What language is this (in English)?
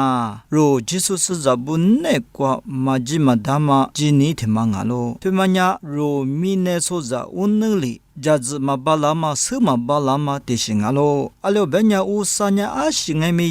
Lisu